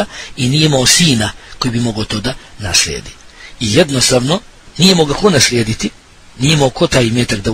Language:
Bosnian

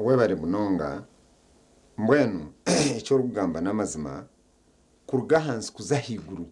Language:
Nyankole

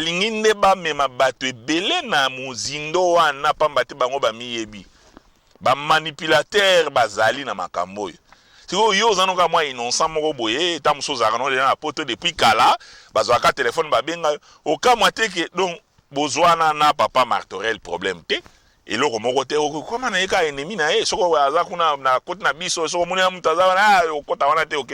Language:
Lingala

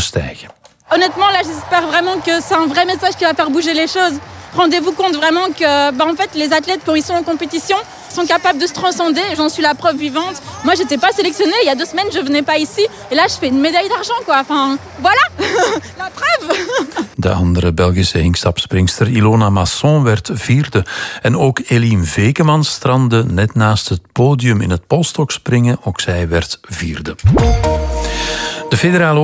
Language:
Dutch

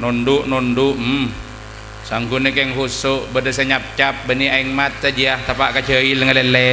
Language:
Madurese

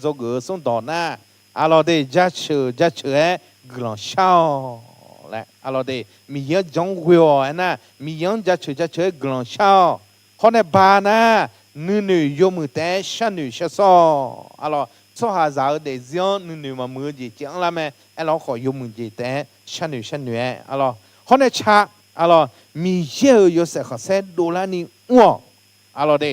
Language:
Akha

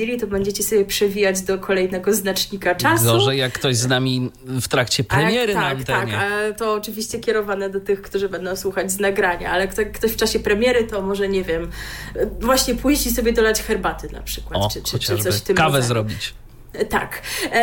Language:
Polish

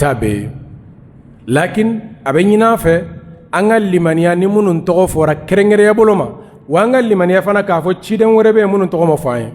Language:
Bambara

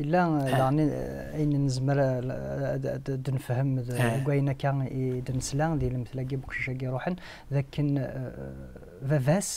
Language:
Kabyle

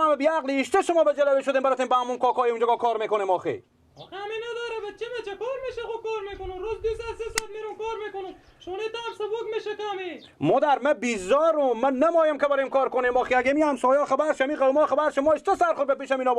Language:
Persian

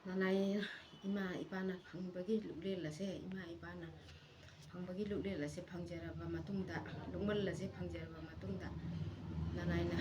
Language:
Manipuri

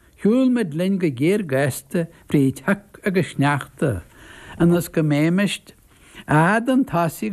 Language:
Irish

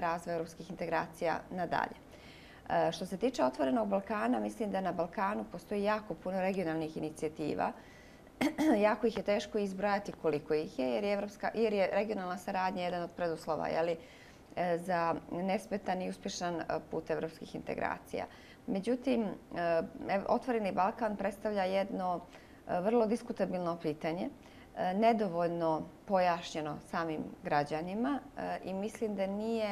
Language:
Bosnian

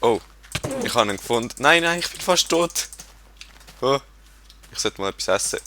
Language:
Swiss German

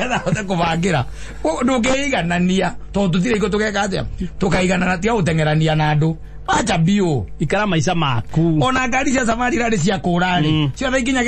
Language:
Kikuyu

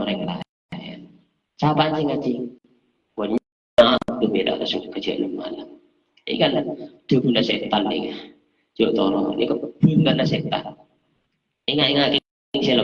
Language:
Madurese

